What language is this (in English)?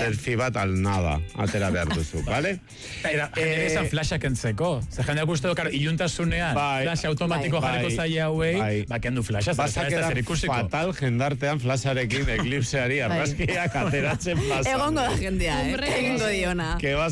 Basque